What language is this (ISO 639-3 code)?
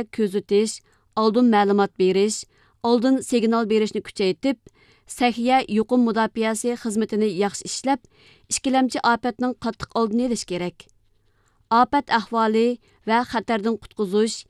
uig